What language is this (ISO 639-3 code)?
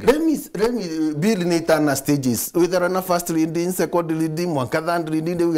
mer